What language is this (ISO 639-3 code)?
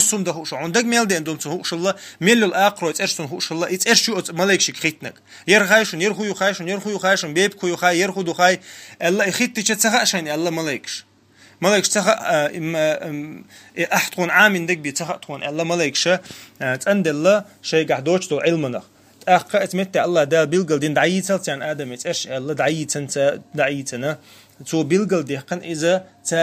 che